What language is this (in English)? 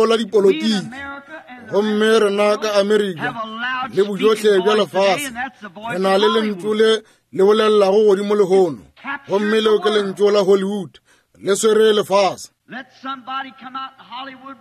Northern Sotho